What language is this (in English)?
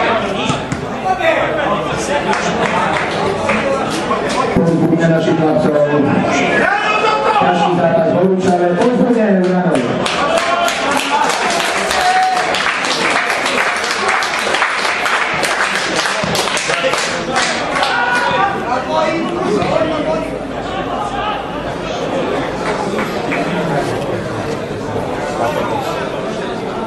Slovak